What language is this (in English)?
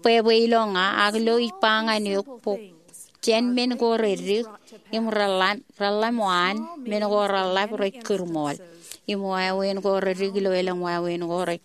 Marshallese